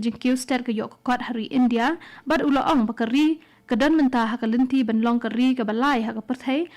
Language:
Khasi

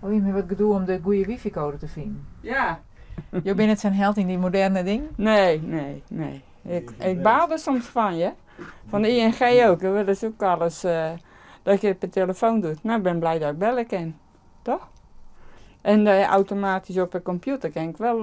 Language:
Western Frisian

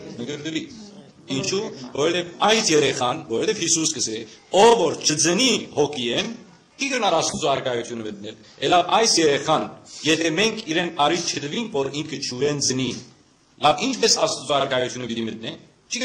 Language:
Western Armenian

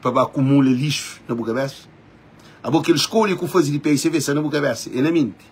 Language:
Kabuverdianu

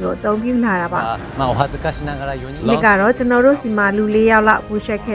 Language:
Burmese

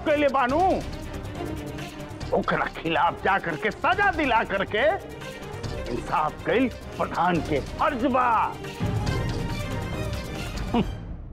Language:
Bhojpuri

